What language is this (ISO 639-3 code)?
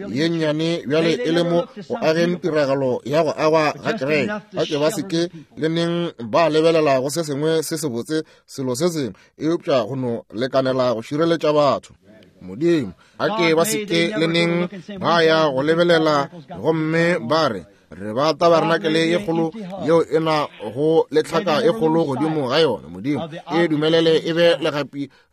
nso